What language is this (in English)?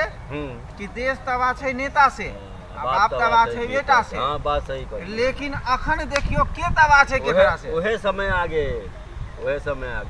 Maithili